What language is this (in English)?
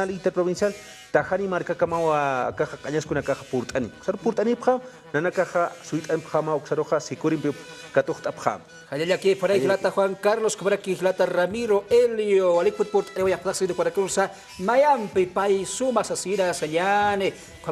Aymara